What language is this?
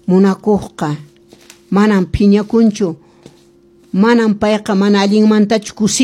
Quechua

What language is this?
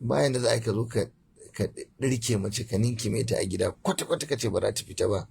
Hausa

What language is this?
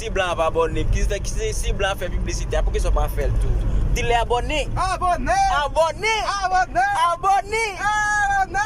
Haitian Creole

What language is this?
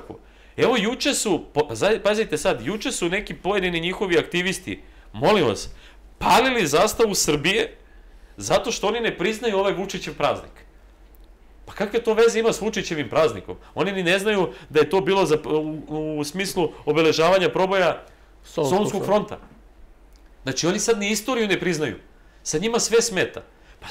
Serbian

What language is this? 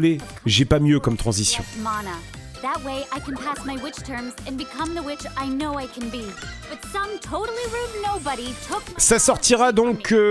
French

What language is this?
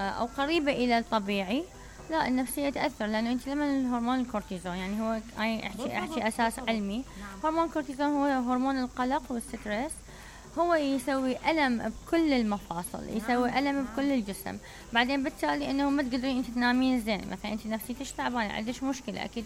Mesopotamian Arabic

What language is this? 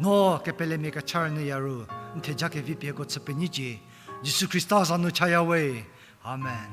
Angami Naga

